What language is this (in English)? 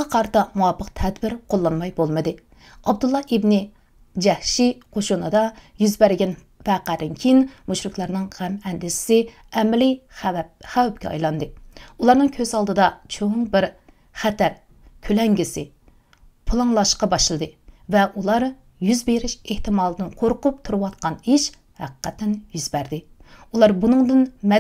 Uyghur